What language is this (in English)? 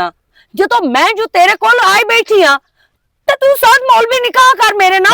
Western Panjabi